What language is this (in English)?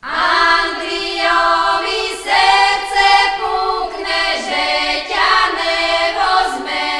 Rusyn